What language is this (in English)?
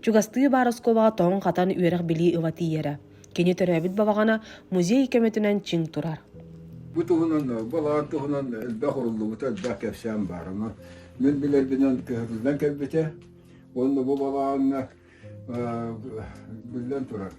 Yakut